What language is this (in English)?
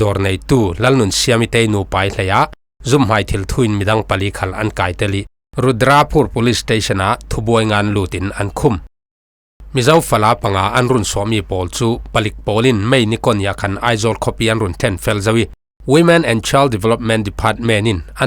Falam Chin